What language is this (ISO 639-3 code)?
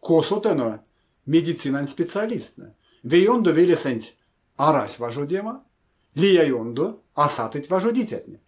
myv